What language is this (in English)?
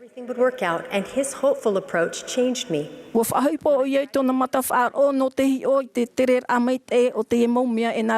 Tahitian